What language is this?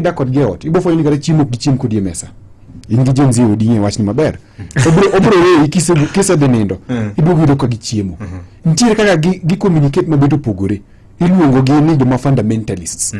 Luo (Kenya and Tanzania)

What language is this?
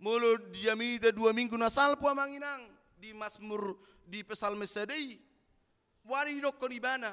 Batak Toba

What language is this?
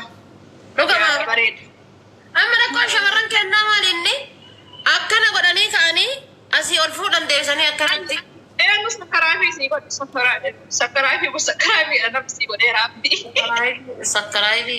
Oromo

